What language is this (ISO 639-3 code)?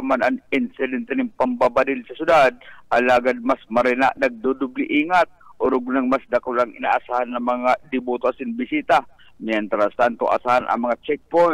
bik